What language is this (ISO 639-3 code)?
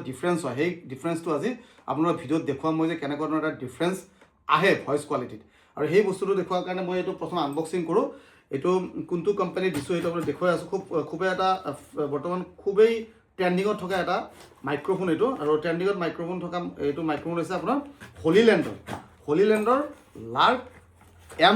asm